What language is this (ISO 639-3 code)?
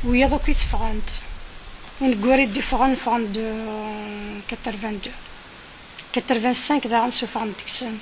kab